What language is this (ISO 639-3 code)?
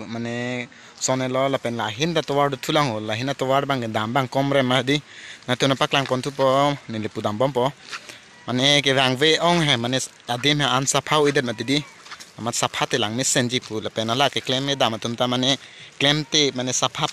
mjw